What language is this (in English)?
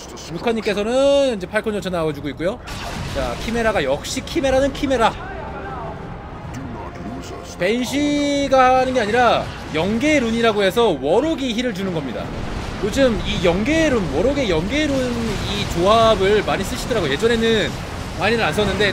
Korean